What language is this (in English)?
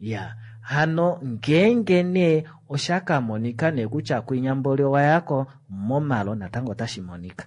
Kuanyama